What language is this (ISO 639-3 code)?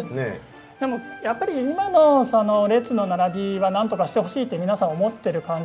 jpn